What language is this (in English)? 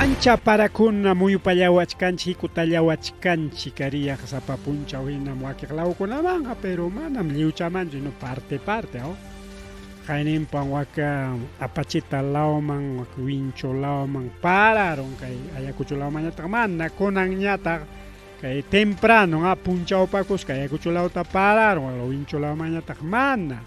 Ayacucho Quechua